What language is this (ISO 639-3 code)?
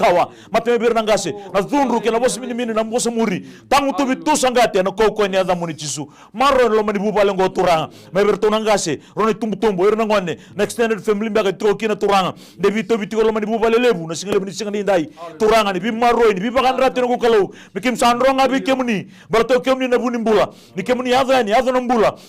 fij